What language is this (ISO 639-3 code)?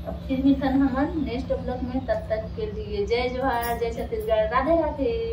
hne